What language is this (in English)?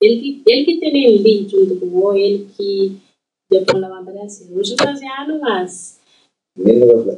Kabuverdianu